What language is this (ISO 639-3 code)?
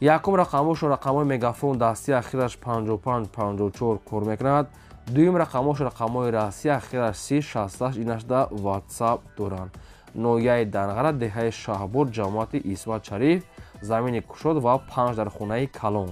tgk